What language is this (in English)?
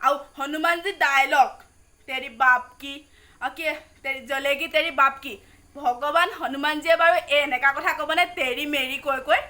Assamese